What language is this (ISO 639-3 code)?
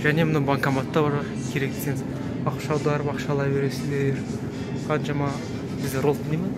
kaz